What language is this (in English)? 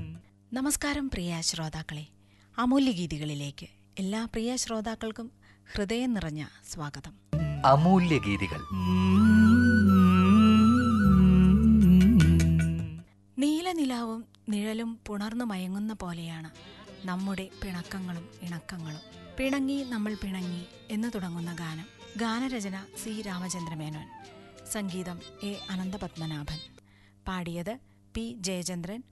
Malayalam